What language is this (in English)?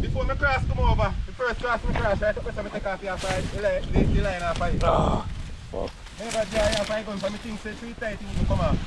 Jamaican Creole English